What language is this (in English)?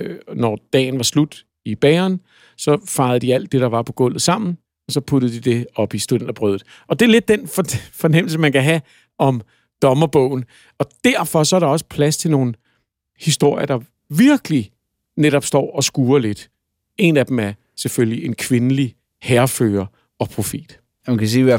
Danish